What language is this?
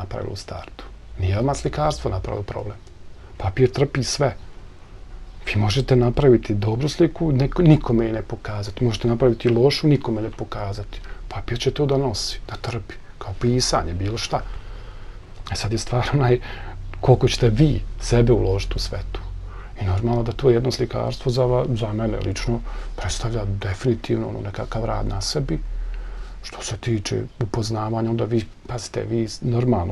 Bosnian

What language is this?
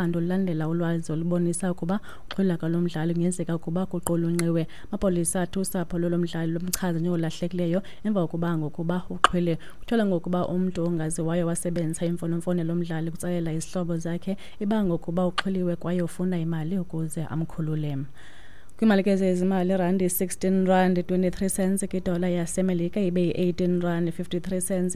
Xhosa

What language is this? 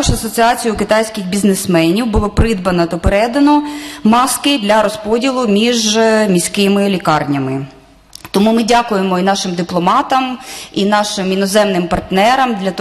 Ukrainian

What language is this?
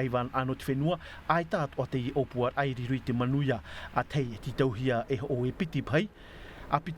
Tahitian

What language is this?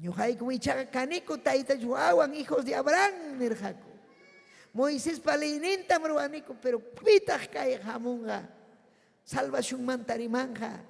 Ayacucho Quechua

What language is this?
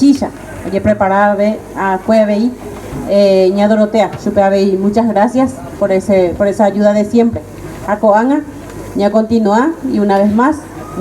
Guarani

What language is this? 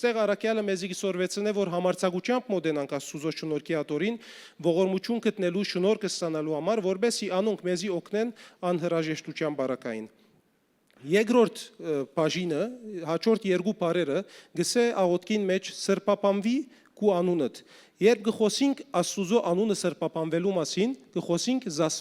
Western Armenian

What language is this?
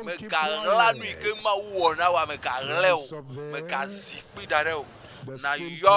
Ewe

